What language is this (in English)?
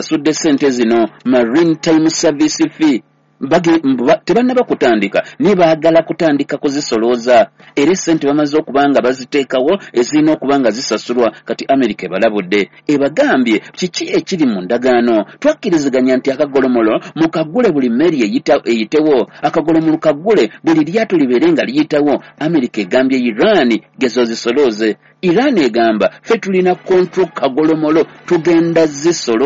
Ganda